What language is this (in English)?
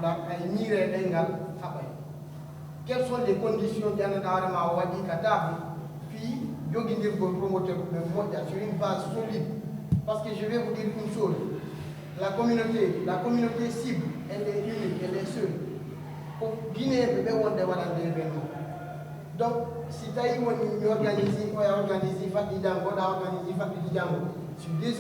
Fula